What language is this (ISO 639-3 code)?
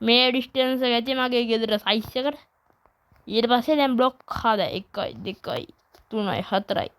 sin